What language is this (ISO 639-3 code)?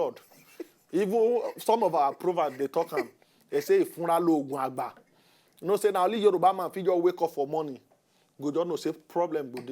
pcm